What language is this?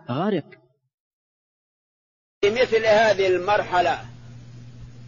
Arabic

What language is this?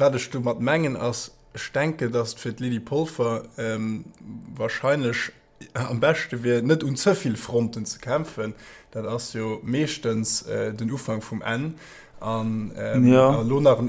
Luxembourgish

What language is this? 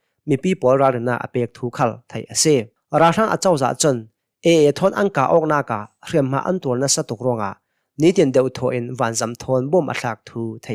Hakha Chin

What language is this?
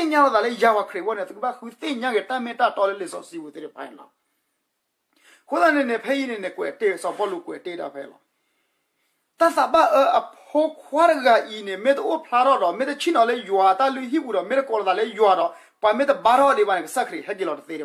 S'gaw Karen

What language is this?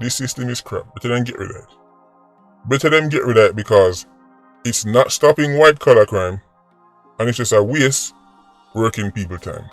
Jamaican Creole English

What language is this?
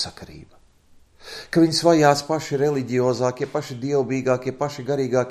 Latvian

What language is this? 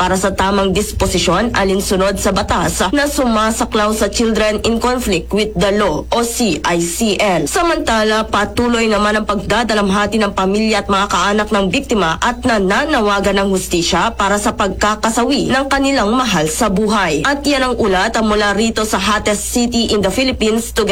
Filipino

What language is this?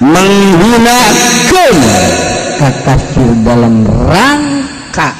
Sundanese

